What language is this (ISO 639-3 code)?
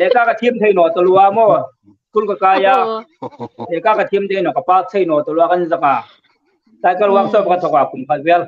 hmr